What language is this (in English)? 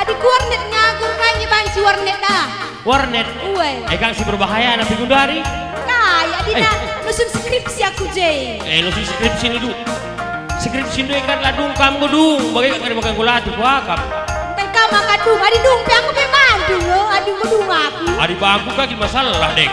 Batak Karo